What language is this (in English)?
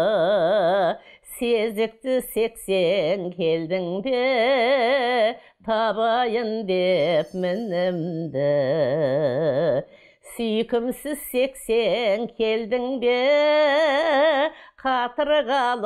Kazakh